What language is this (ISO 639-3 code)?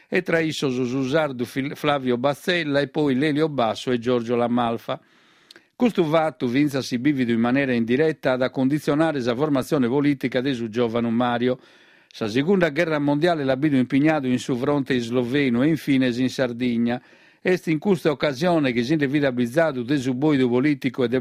srd